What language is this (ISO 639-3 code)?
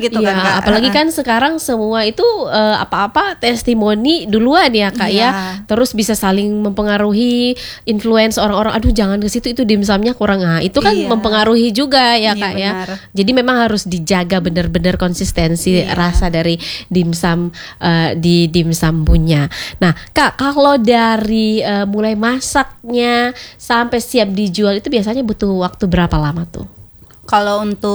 ind